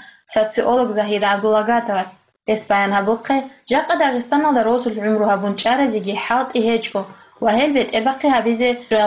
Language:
Avaric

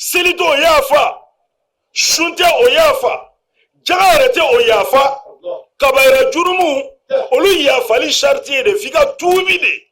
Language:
Bambara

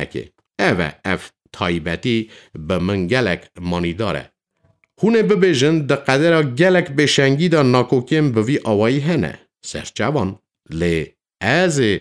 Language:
Kurdish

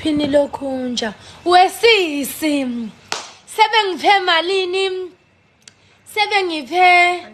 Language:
Zulu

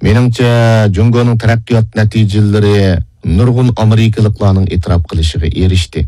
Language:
Uyghur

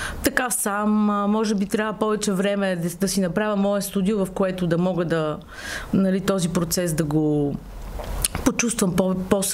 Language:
Bulgarian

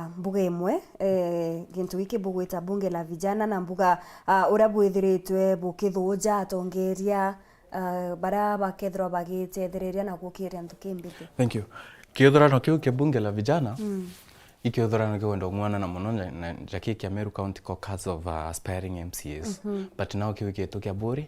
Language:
Meru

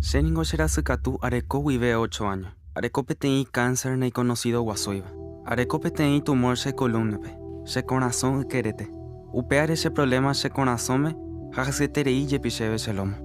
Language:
Guarani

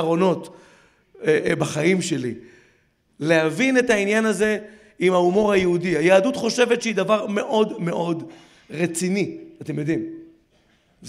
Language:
Hebrew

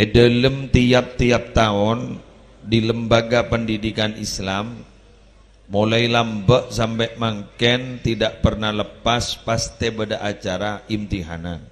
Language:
Madurese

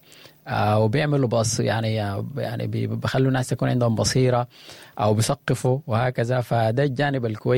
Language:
Sudanese Arabic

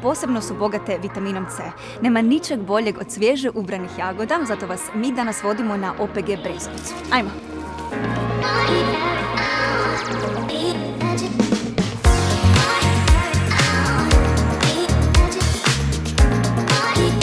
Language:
Croatian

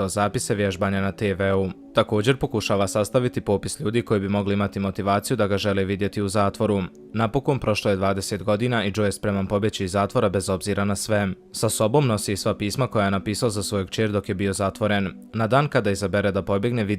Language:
Bosnian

